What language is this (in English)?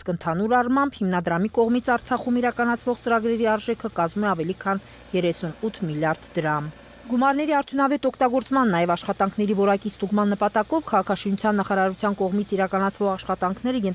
Armenian